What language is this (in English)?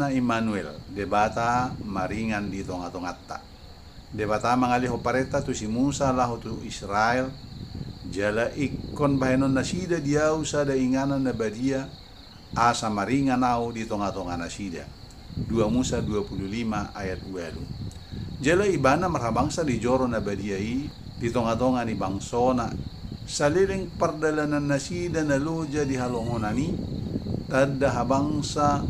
Batak Toba